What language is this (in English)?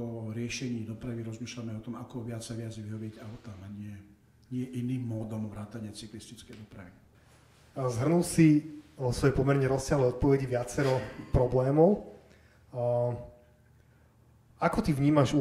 Slovak